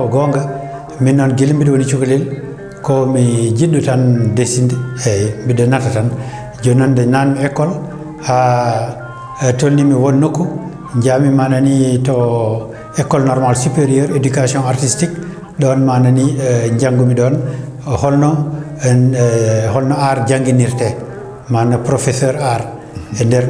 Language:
Fula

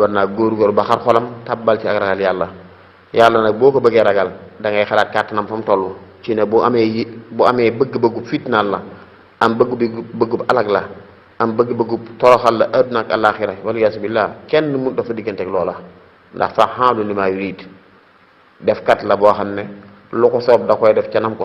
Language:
Wolof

